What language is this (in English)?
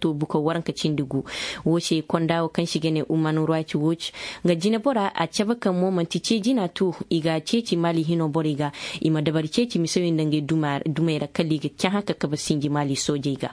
Zarma